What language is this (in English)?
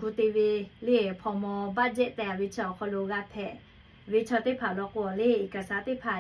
Lahu